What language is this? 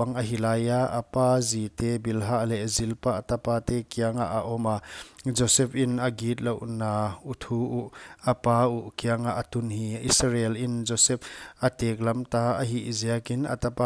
Paite Chin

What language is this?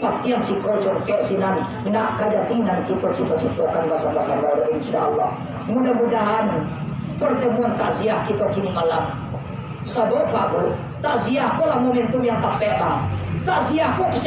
Minangkabau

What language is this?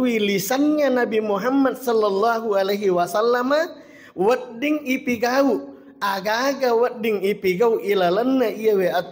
Buginese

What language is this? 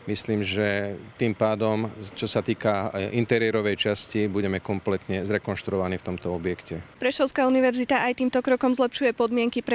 Slovak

